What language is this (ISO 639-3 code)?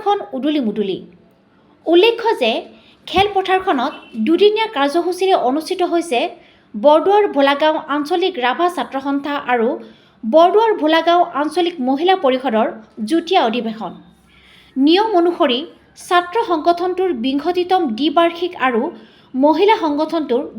asm